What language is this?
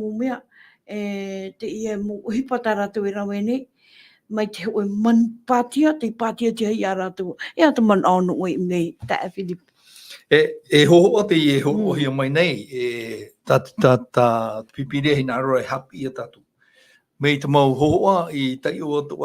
Tahitian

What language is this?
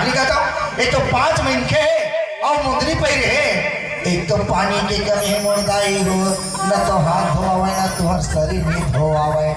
Chhattisgarhi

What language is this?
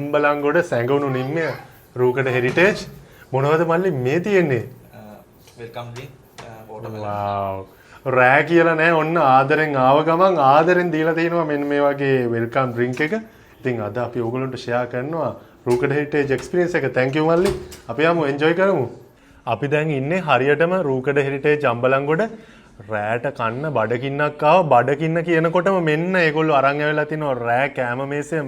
Sinhala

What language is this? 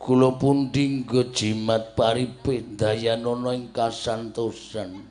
Javanese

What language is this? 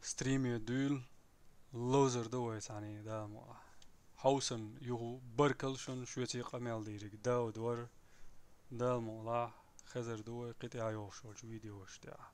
Chechen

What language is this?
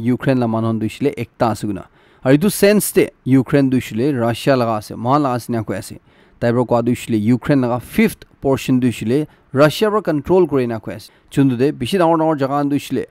Naga Pidgin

